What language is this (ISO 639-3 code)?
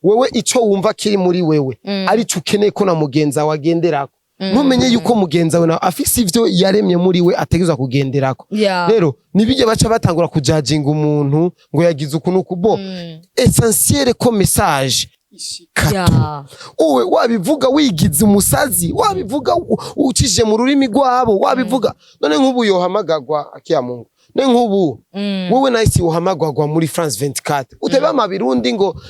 run